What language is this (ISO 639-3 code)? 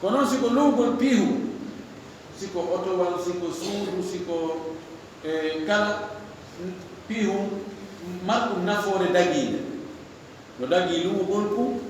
ful